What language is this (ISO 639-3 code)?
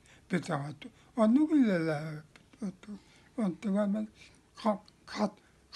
sah